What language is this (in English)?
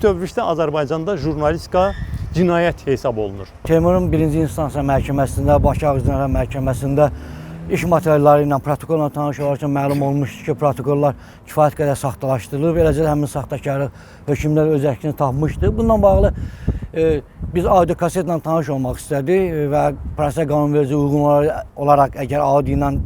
Azerbaijani